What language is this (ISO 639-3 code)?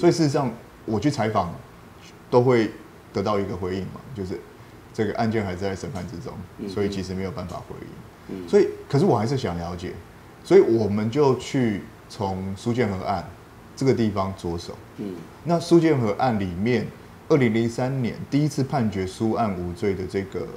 zho